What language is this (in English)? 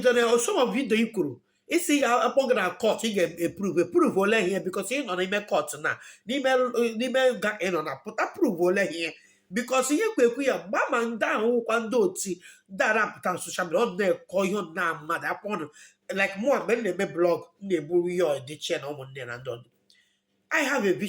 Igbo